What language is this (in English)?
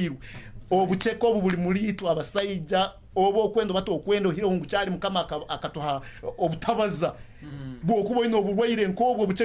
Nyoro